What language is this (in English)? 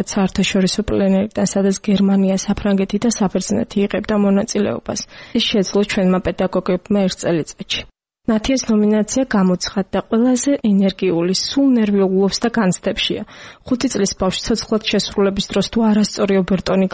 Georgian